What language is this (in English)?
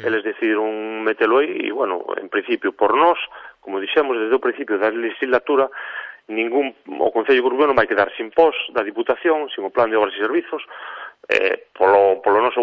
Galician